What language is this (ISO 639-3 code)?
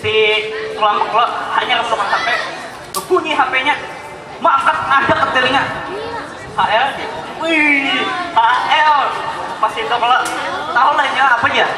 bjn